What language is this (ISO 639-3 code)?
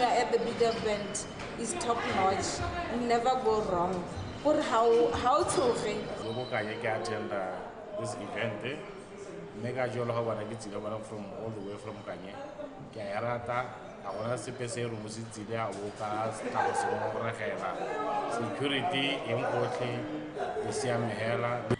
tsn